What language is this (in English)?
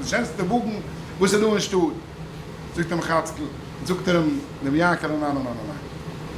Yiddish